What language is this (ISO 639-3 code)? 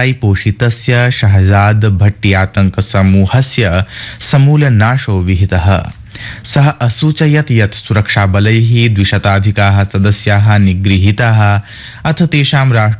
san